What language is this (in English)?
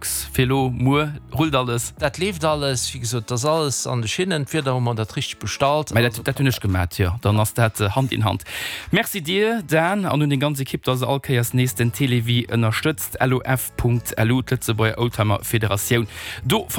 Luxembourgish